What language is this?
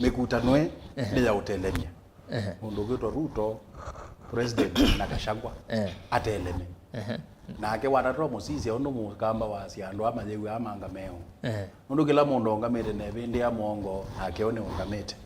Kamba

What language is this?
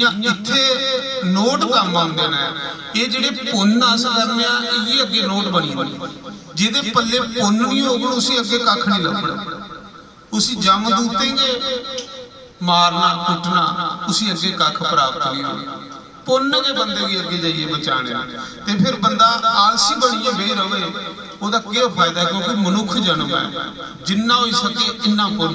Dogri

